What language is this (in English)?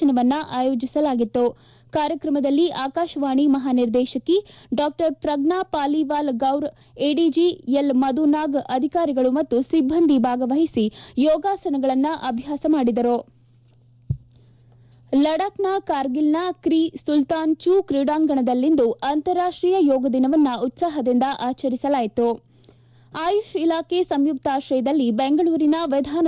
Kannada